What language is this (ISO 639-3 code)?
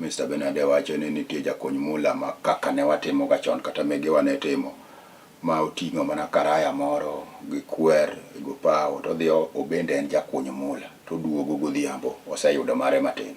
luo